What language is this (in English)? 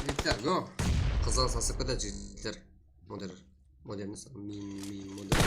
Kara-Kalpak